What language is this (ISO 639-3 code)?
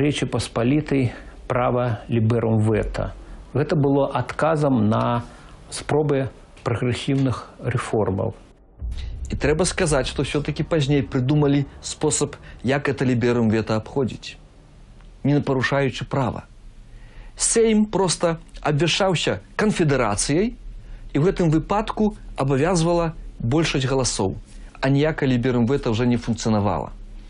bel